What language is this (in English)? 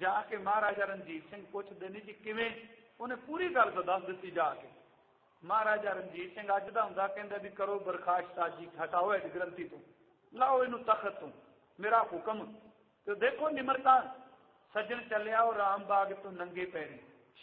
Punjabi